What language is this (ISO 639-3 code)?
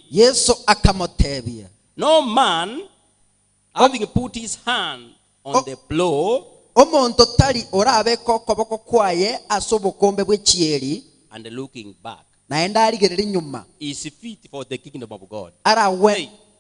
guz